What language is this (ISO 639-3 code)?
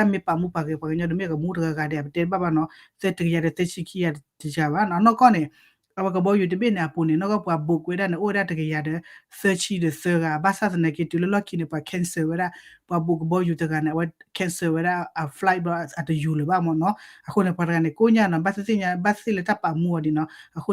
ksw